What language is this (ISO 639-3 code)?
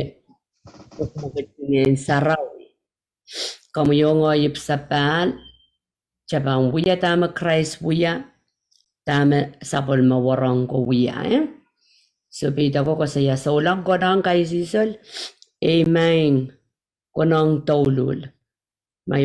pon